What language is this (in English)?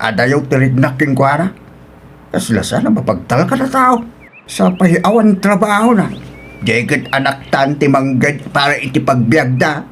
Iloko